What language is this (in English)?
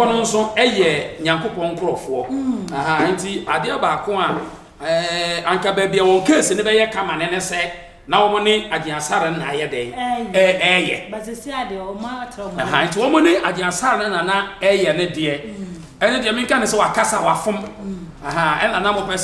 Akan